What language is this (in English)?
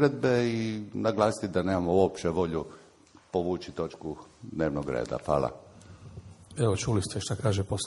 Croatian